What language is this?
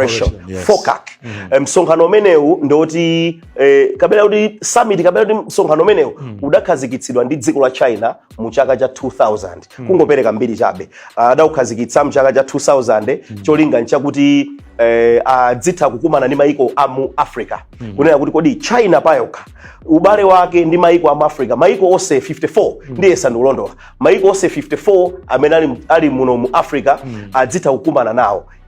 Nyanja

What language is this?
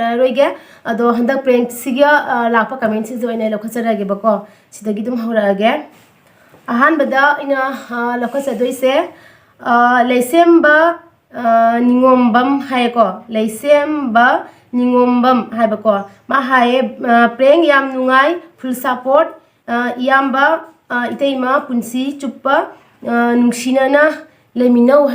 Manipuri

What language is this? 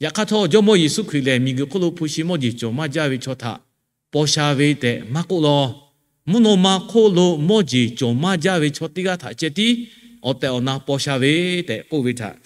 Lahu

